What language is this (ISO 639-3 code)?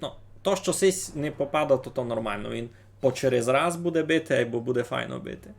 rue